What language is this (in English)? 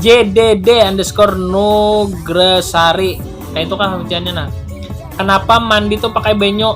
Banjar